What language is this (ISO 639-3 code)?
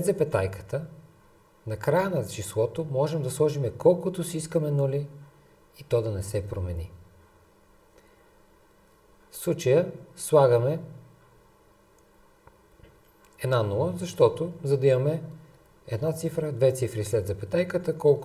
bul